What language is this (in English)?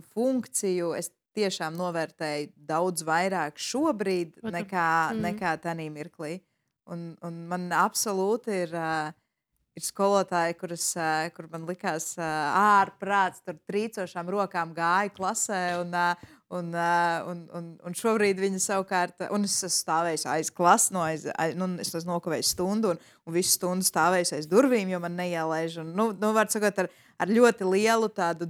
Latvian